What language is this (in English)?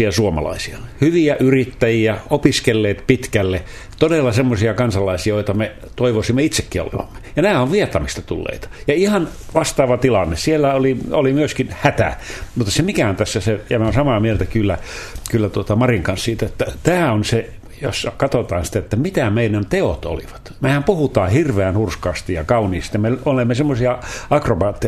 Finnish